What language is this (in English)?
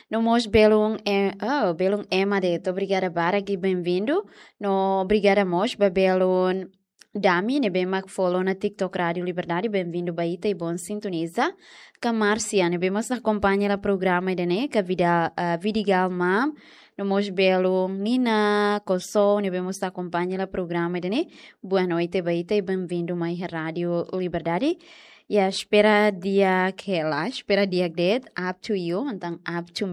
Tetum